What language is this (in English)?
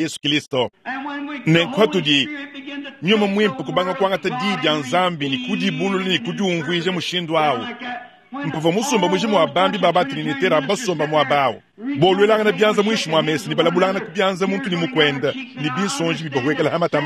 Luba-Lulua